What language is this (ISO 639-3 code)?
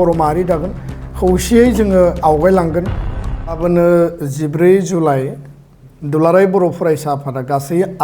brx